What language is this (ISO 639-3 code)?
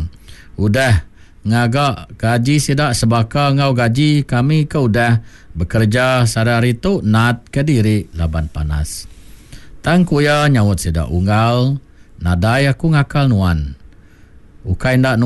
iba